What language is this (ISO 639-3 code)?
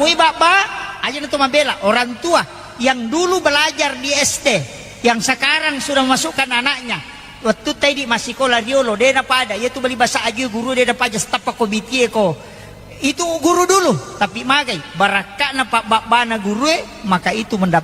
bug